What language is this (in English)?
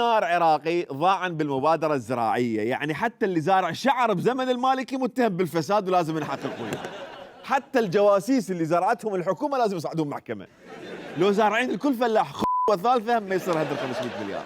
Mesopotamian Arabic